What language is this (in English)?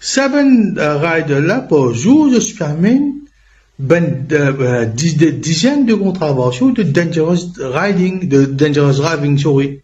Morisyen